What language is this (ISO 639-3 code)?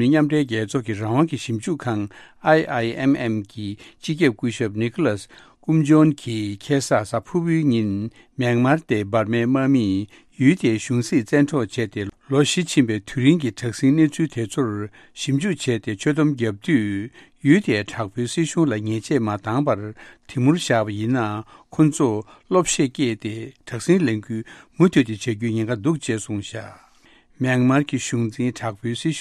bod